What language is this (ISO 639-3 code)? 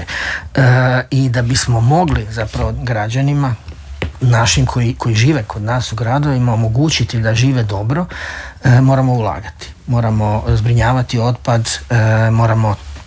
hrv